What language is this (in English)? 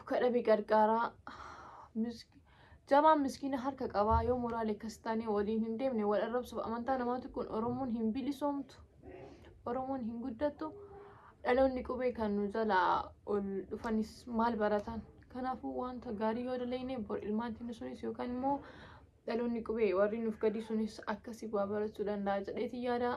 Oromo